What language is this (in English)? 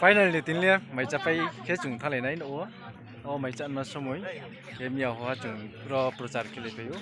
Riang (India)